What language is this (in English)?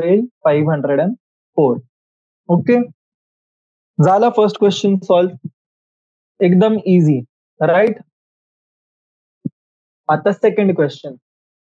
Marathi